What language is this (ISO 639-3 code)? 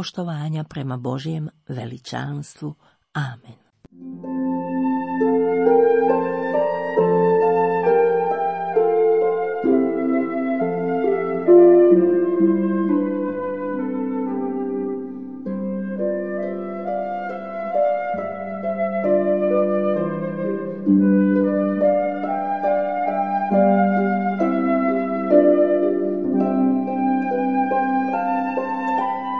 hrv